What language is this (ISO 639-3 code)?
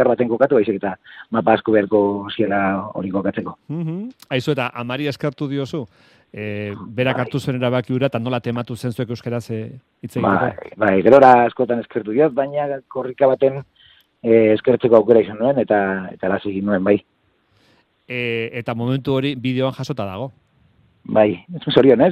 eus